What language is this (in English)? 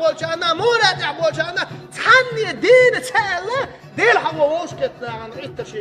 Chechen